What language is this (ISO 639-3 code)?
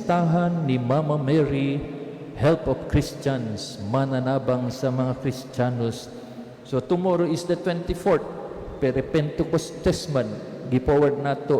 ceb